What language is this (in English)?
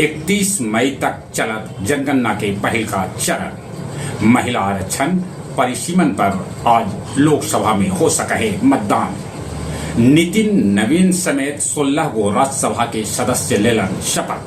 Magahi